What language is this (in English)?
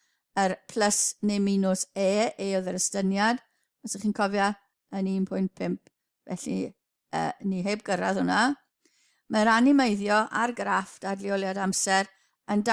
Welsh